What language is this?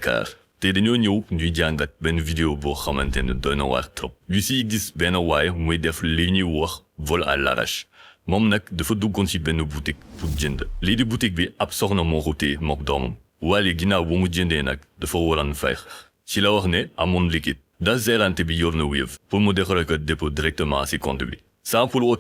Wolof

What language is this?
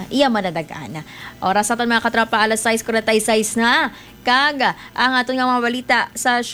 Hiligaynon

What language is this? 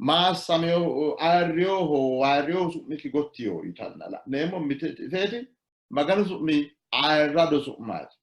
Sidamo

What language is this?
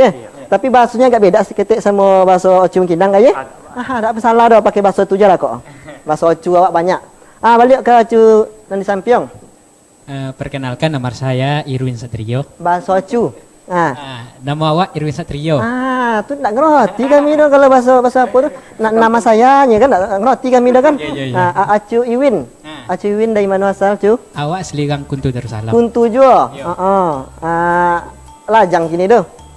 Minangkabau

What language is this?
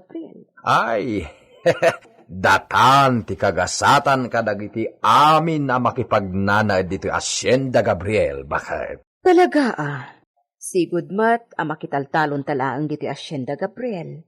Iloko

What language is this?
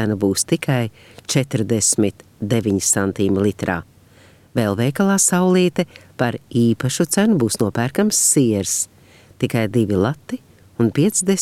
Latvian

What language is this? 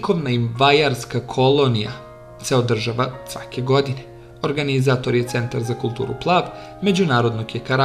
Bosnian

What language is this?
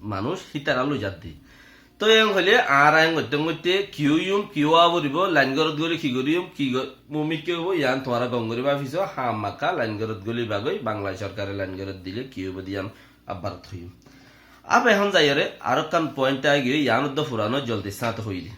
Rohingya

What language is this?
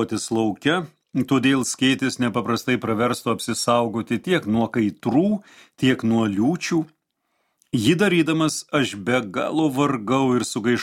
Lithuanian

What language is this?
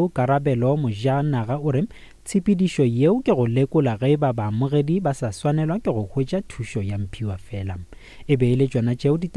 Northern Sotho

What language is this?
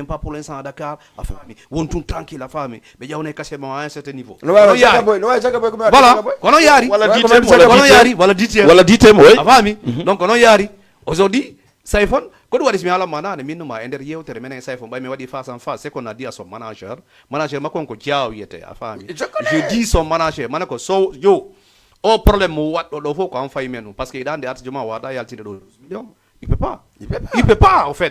Fula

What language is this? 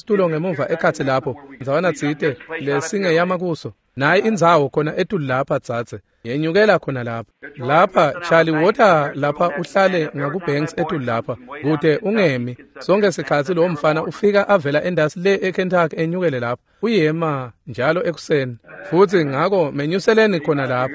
Swati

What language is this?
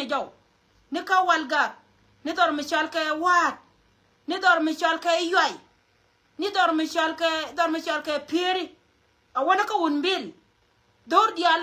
Nuer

